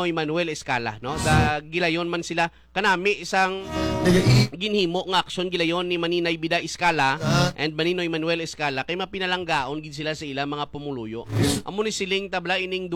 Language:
Hiligaynon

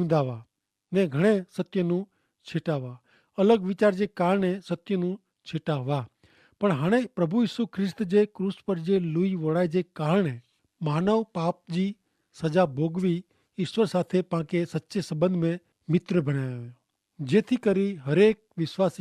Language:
Kachhi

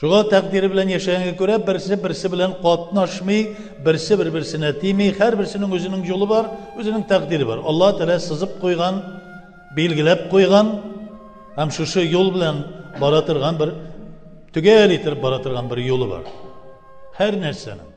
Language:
Tatar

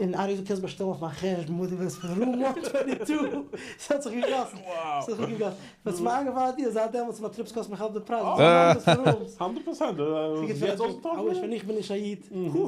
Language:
Yiddish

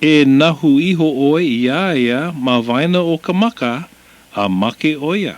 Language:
Hawaiian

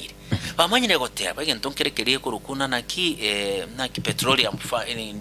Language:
Gusii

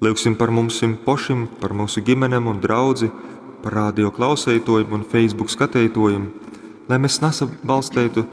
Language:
Latgalian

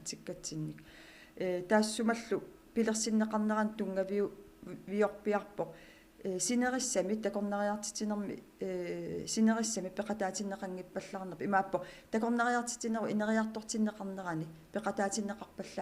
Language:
Kalaallisut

